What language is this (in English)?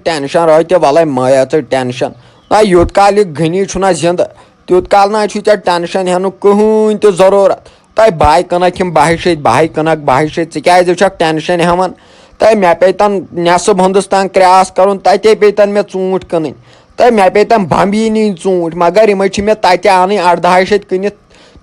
Kashmiri